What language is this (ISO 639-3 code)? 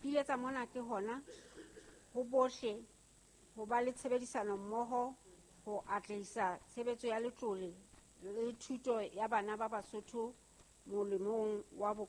sot